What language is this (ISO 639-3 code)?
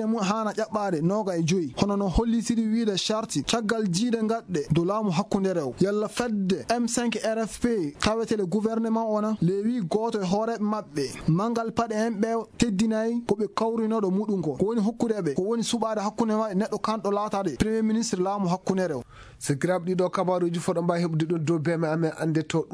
ful